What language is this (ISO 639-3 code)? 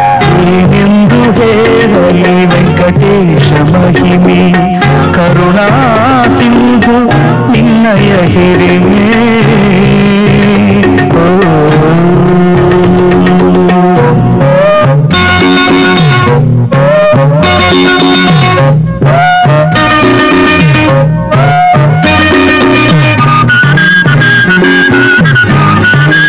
kan